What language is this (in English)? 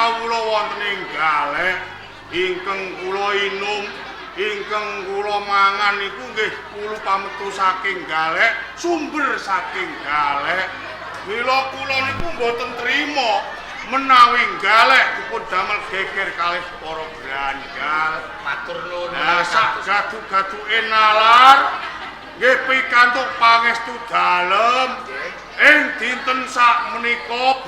Javanese